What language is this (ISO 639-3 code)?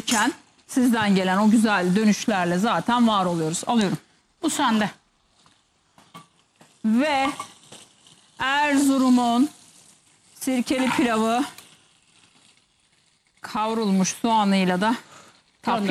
tur